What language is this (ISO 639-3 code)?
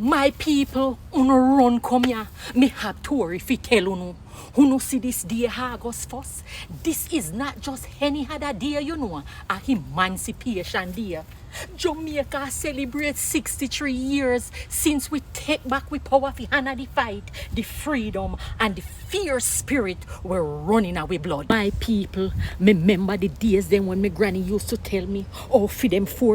jam